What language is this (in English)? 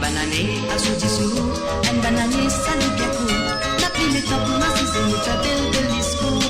Morisyen